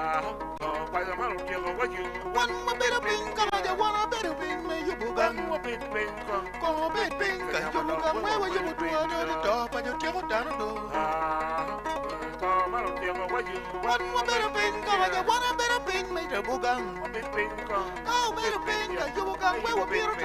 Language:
Acoli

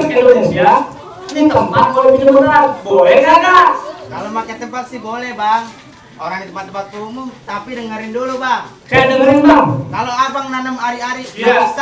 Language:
Betawi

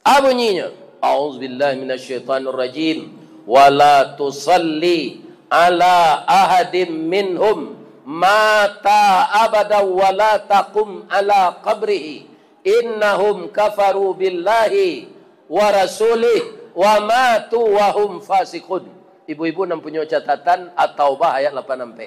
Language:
Minangkabau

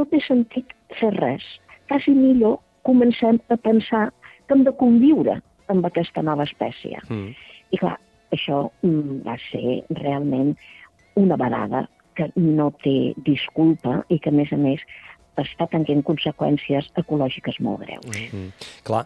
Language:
Catalan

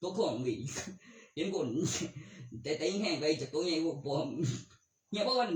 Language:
Northeastern Thai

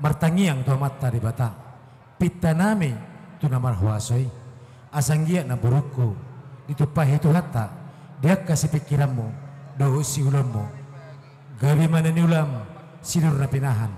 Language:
Batak Toba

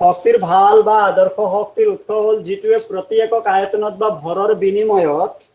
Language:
Assamese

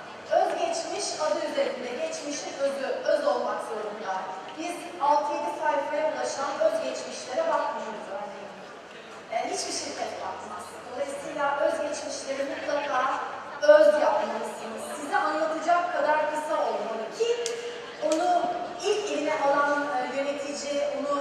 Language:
Turkish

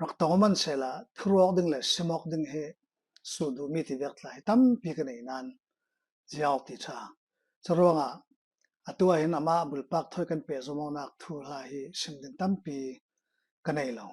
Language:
Falam Chin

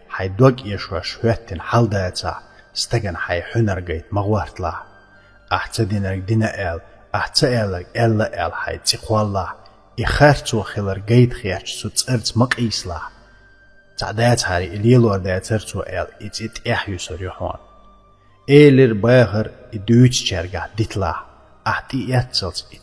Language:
Chechen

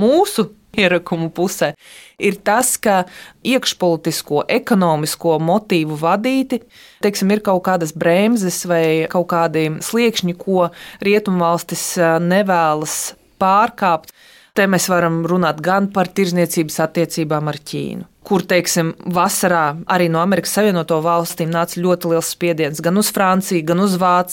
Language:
Latvian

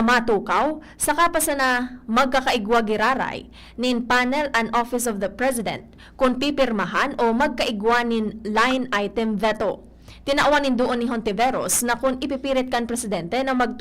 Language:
Bikol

